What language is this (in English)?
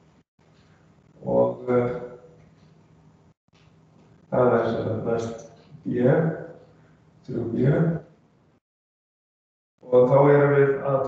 Icelandic